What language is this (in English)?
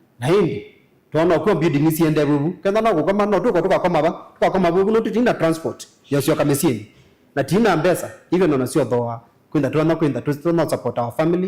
Kamba